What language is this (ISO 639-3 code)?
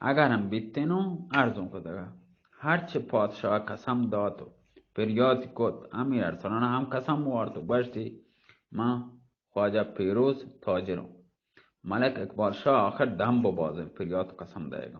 bal